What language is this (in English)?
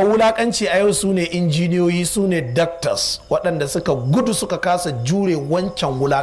Hausa